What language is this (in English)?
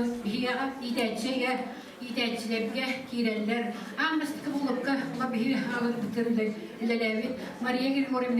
Yakut